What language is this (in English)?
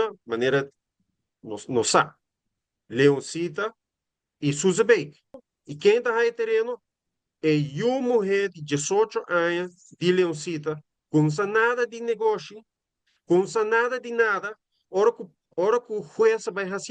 Papiamento